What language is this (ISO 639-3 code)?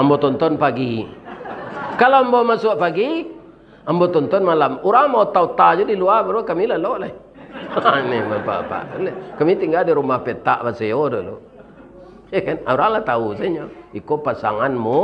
min